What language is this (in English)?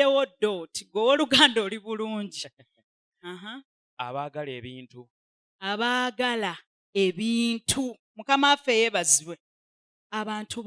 Ganda